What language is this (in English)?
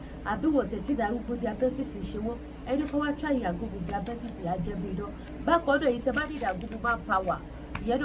Yoruba